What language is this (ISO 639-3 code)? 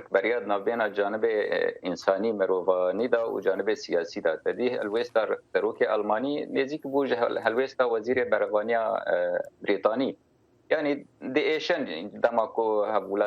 kur